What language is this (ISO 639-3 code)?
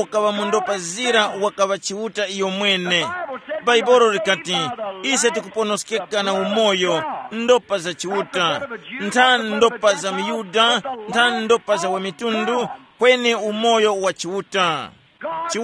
tum